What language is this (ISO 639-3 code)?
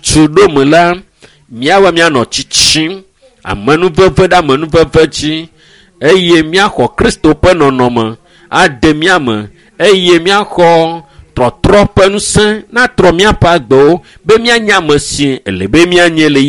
ewe